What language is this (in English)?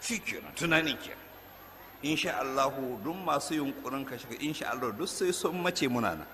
Hausa